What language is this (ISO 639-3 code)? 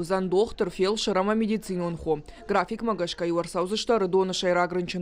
oss